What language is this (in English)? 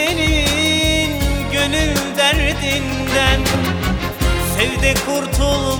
Turkish